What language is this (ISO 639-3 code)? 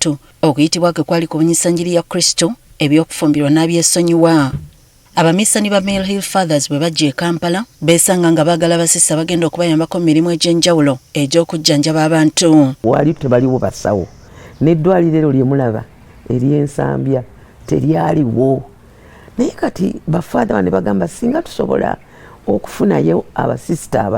lug